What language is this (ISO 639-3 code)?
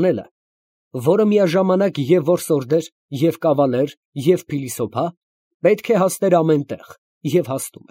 hye